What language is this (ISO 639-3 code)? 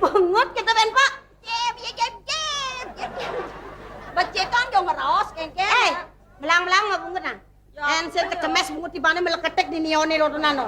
ban